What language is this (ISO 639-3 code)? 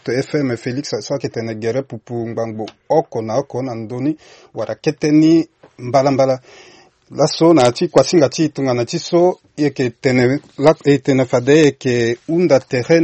sag